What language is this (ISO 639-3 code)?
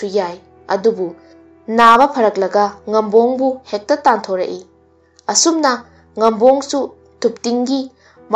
mni